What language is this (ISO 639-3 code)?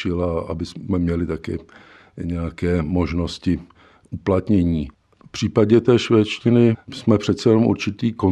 ces